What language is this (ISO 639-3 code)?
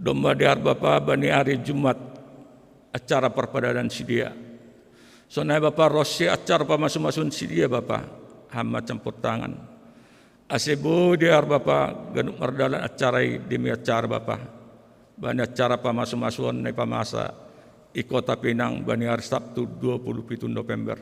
bts